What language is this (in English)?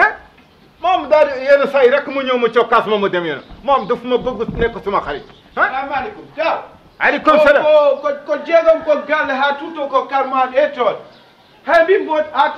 Wolof